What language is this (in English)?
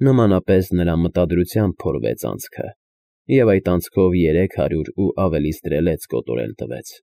Armenian